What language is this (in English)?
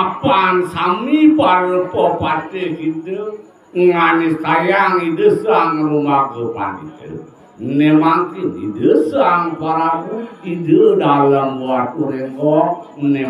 Balinese